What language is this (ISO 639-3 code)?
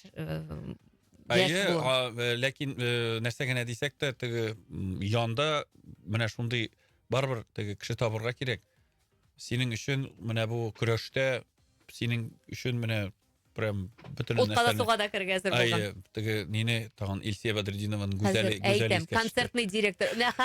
tat